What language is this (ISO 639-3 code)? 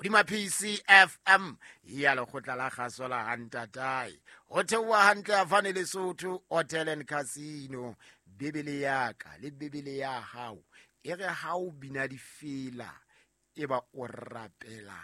sot